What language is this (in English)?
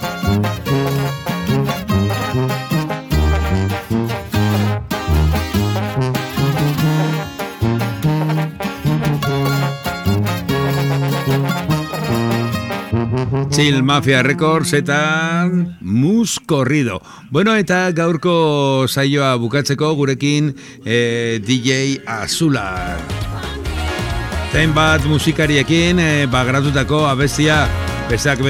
Basque